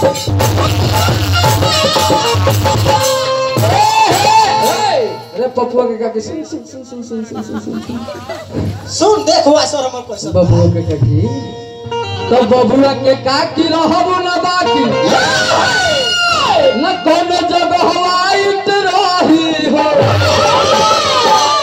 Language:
Bhojpuri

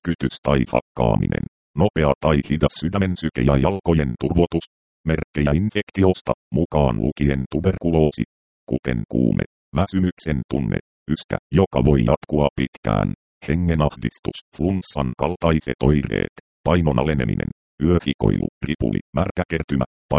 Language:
Finnish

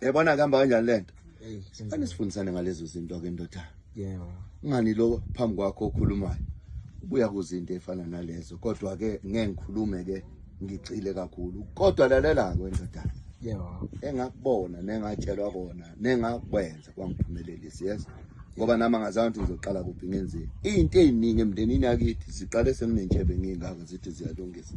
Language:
Zulu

